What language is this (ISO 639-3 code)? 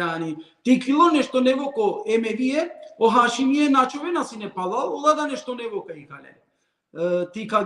rmn